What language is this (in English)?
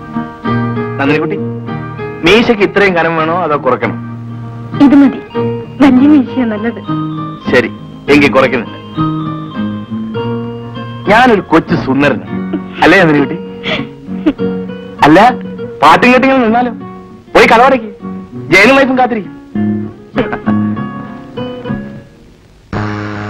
Malayalam